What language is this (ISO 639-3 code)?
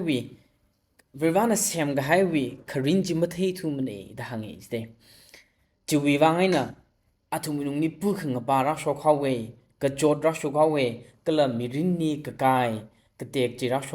nmf